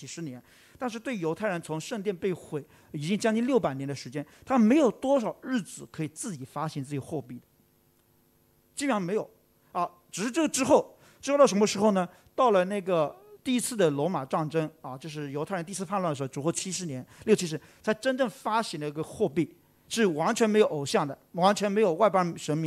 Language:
Chinese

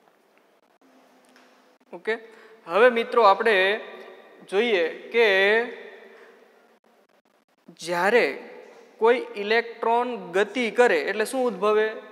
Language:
Gujarati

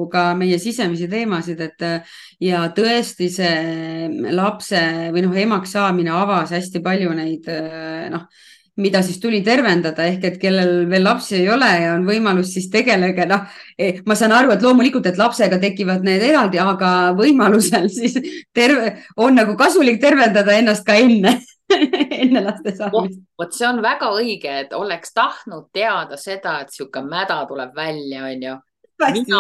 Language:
Estonian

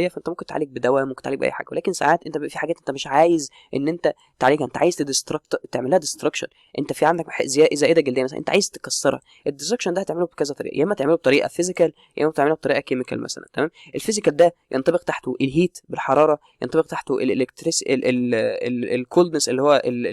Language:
Egyptian Arabic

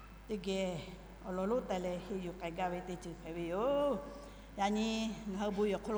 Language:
Lahu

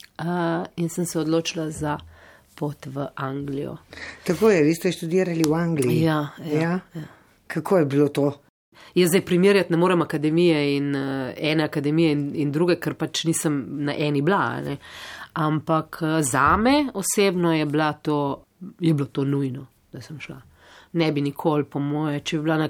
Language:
Slovenian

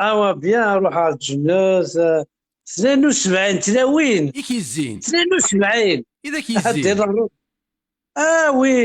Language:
Kabyle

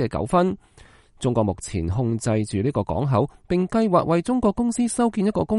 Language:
Cantonese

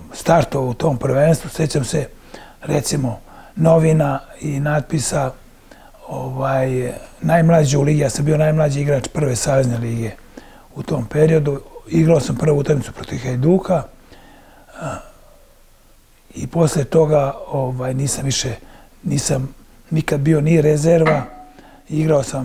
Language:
Serbian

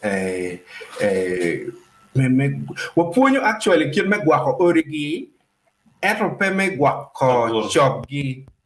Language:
Acoli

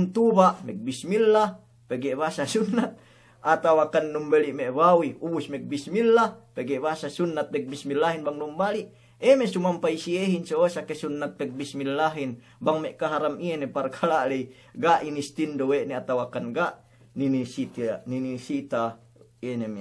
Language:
Yakan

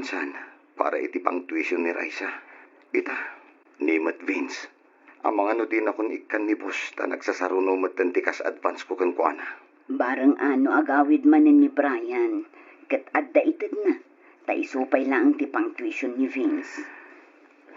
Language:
Iloko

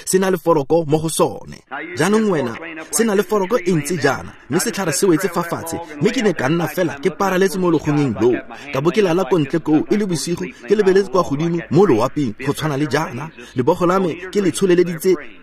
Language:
Tswana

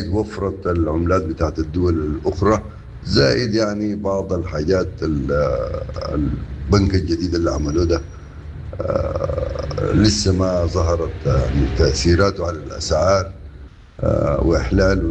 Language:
Sudanese Arabic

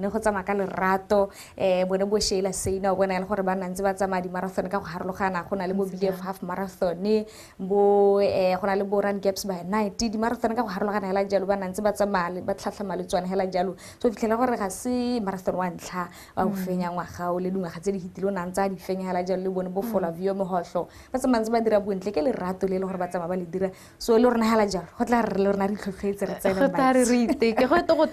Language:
Tswana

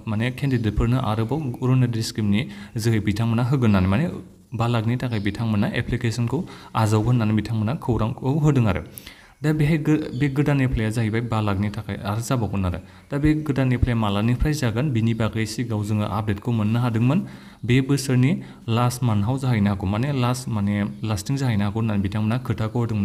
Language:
Bodo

